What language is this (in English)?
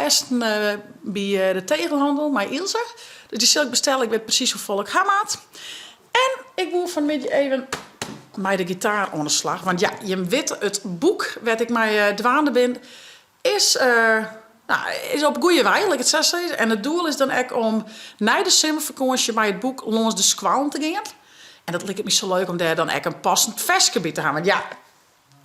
Western Frisian